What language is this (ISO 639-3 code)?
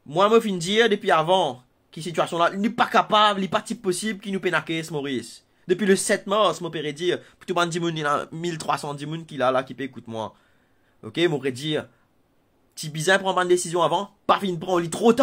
mfe